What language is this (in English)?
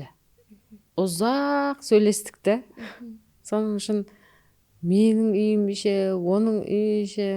Kara-Kalpak